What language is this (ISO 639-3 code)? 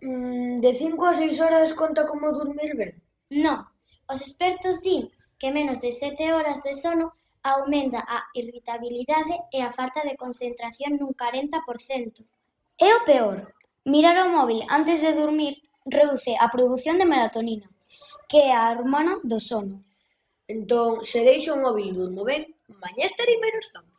glg